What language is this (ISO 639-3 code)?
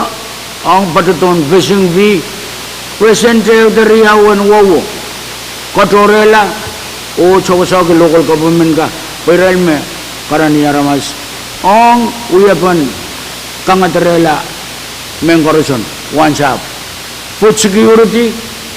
pon